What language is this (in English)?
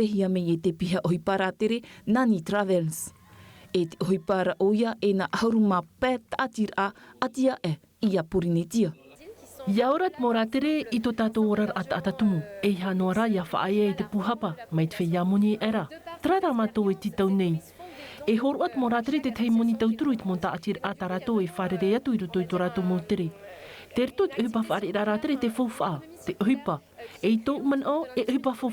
Tahitian